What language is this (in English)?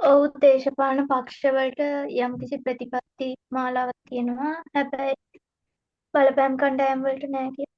Sinhala